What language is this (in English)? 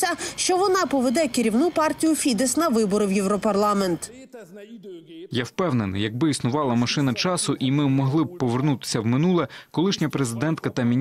Ukrainian